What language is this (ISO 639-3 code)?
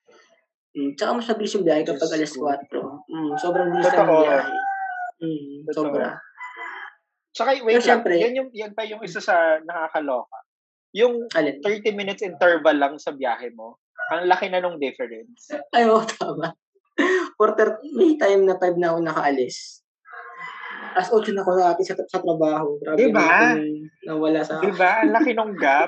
fil